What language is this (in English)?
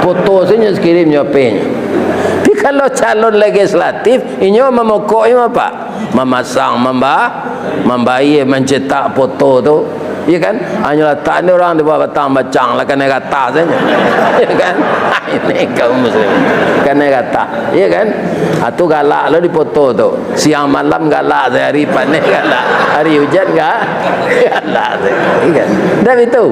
Minangkabau